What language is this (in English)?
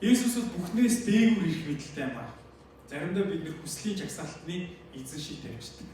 Mongolian